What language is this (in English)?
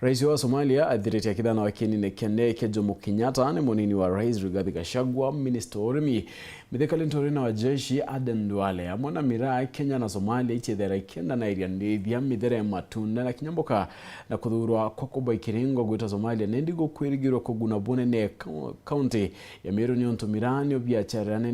Meru